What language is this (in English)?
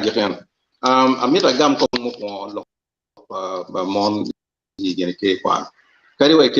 Acoli